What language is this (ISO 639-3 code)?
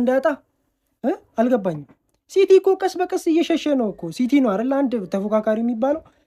amh